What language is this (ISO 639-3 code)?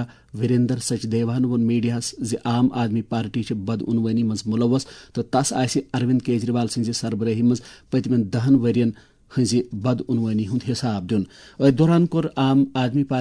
kas